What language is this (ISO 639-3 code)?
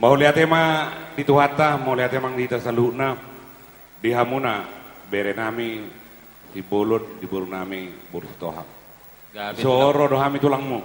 bbc